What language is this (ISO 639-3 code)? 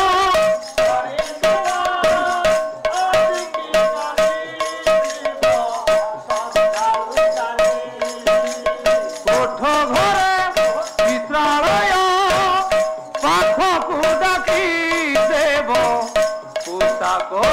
ori